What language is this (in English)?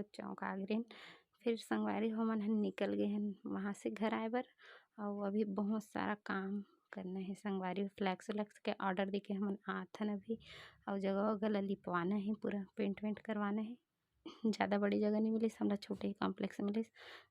Chhattisgarhi